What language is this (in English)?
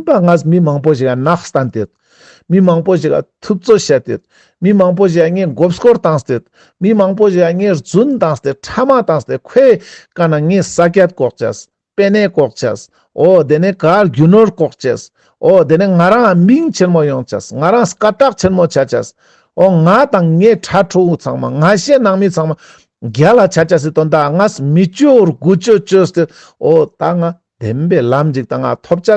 Ladakhi